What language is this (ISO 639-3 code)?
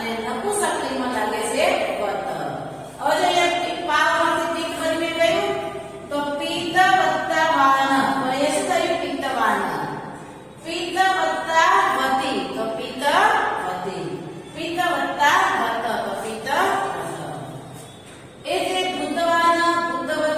guj